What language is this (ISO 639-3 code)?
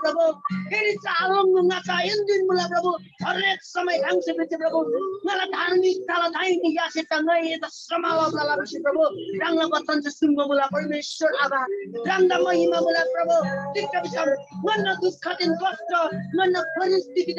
taj